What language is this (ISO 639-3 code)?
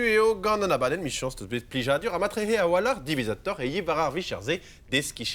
bre